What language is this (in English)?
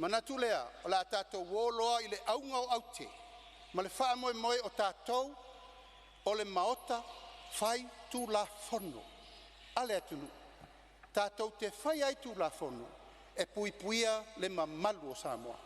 Samoan